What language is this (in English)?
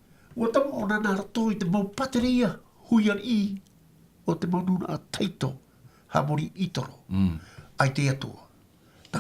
Tahitian